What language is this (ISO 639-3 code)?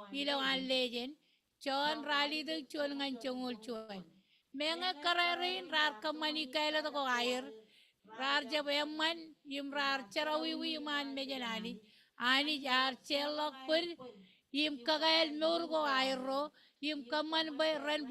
mah